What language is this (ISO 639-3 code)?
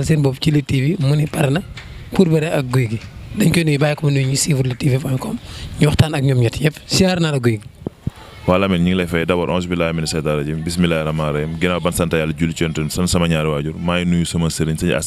wol